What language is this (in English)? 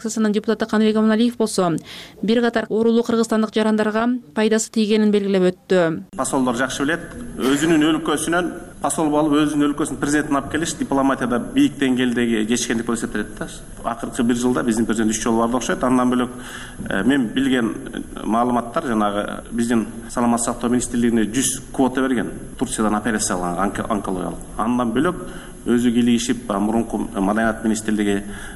Kyrgyz